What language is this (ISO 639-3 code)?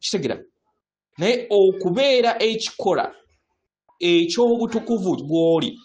lug